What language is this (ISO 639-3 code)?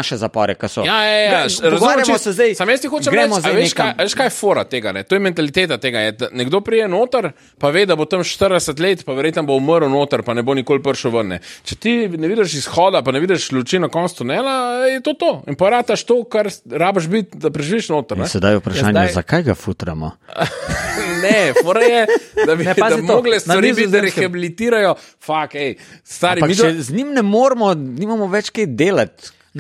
slv